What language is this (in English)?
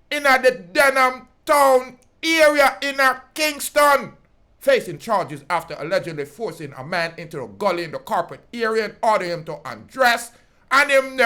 Jamaican Creole English